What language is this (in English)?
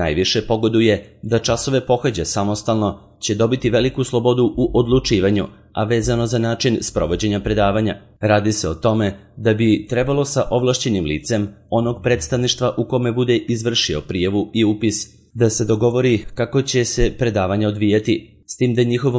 Serbian